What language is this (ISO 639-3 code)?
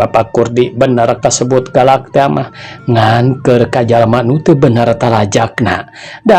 sun